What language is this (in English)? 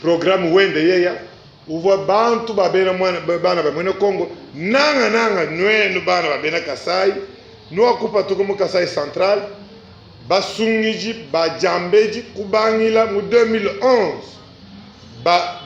Luba-Lulua